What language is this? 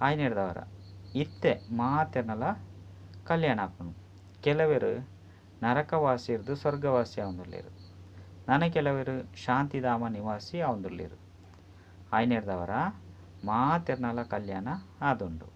Tulu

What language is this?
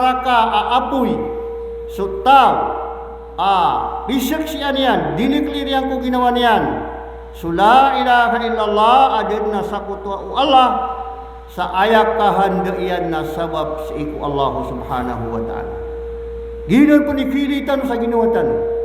Maranao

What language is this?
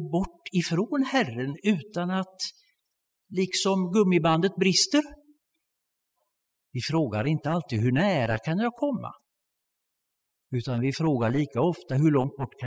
Swedish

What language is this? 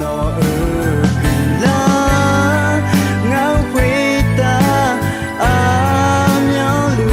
Akha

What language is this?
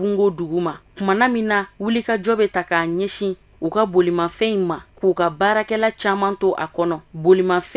Bambara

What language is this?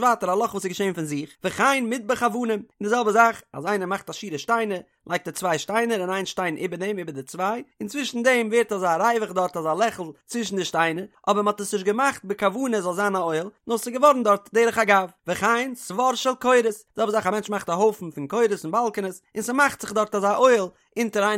Yiddish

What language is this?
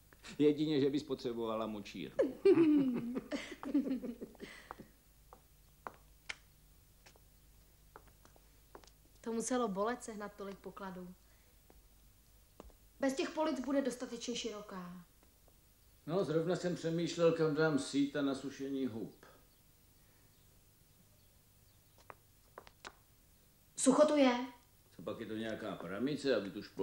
Czech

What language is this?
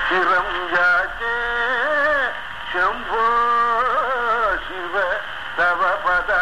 Telugu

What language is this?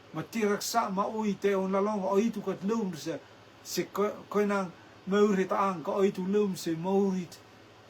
Rotuman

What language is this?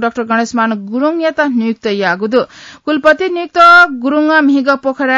Newari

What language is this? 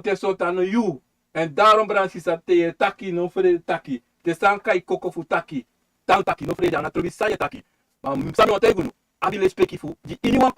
Sranan Tongo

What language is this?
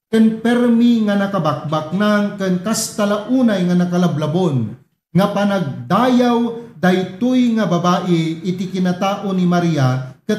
Iloko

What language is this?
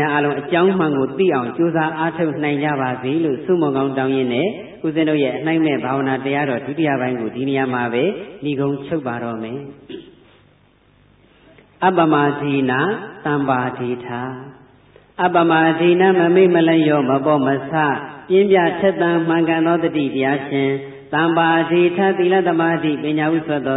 Burmese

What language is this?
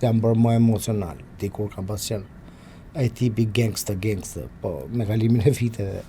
Albanian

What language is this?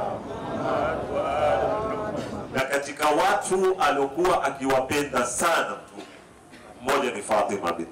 Swahili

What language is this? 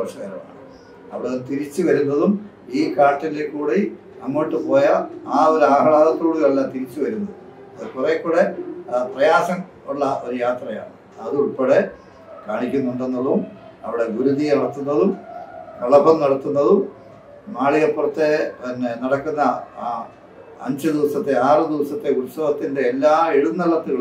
Malayalam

